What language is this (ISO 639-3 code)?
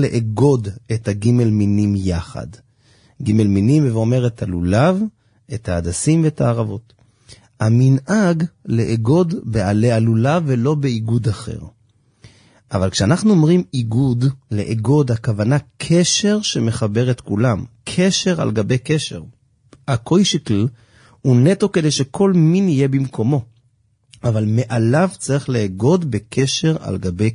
heb